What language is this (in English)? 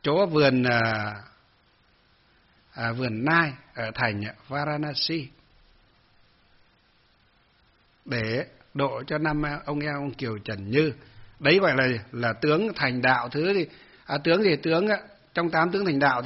Vietnamese